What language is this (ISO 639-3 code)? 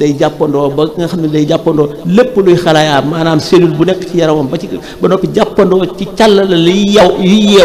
wol